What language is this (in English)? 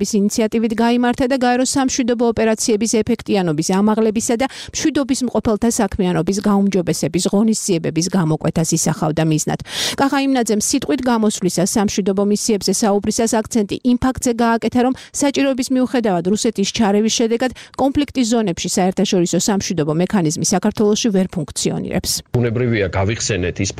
Georgian